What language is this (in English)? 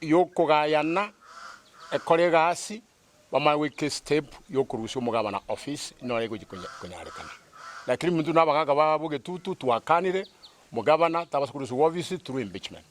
Gusii